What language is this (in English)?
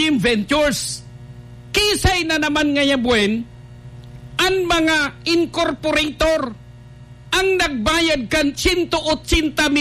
Bikol